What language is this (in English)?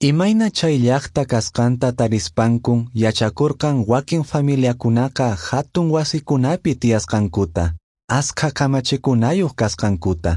Quechua